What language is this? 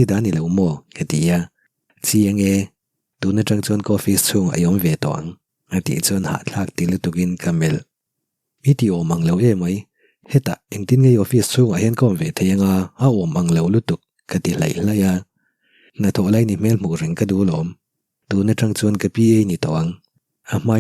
Mizo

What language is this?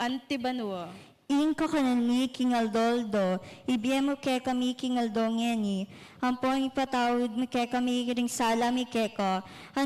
Pampanga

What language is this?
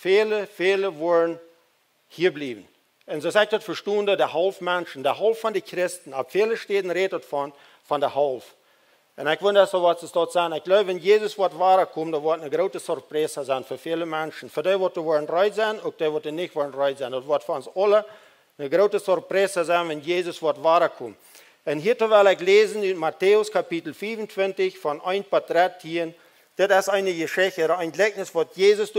Plautdietsch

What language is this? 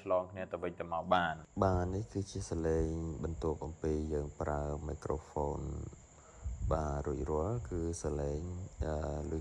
Khmer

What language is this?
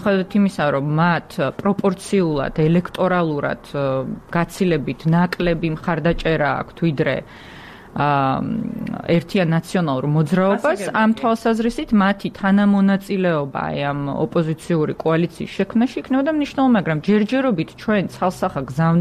Georgian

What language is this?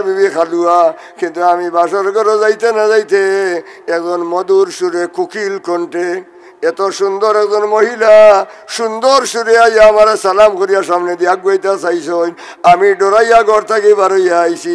Sylheti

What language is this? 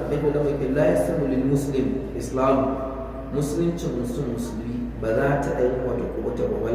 Hausa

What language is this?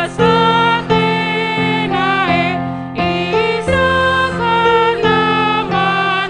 Batak Karo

